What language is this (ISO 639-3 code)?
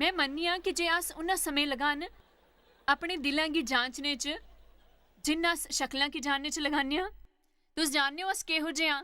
doi